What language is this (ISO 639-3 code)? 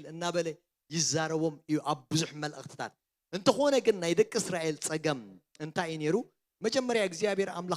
tir